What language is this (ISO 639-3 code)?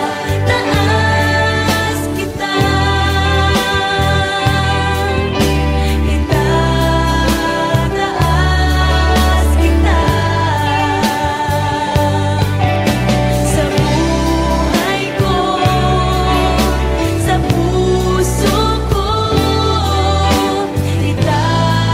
fil